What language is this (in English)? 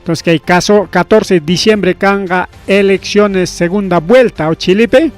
Ayacucho Quechua